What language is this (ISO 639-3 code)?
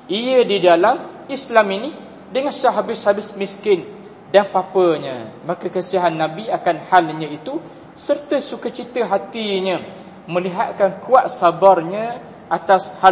msa